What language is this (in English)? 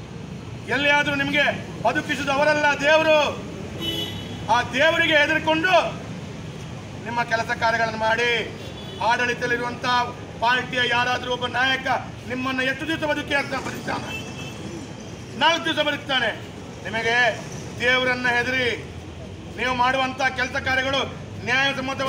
Kannada